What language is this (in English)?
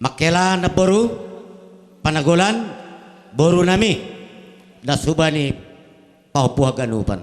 Batak Simalungun